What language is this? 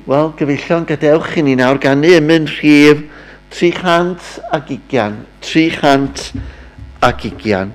Welsh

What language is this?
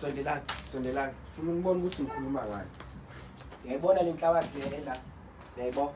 Zulu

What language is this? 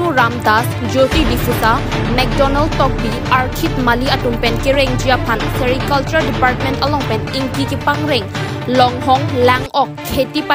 Karbi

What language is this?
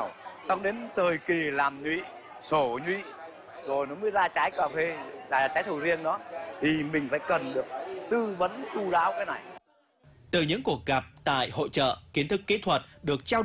Vietnamese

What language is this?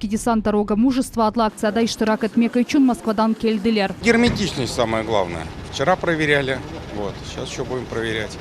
Crimean Tatar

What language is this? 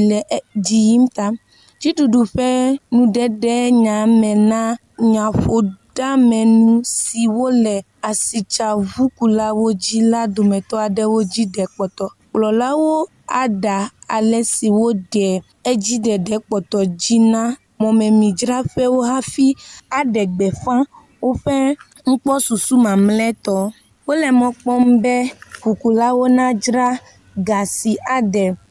Ewe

